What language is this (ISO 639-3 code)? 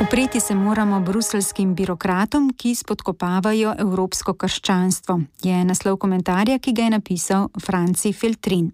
slv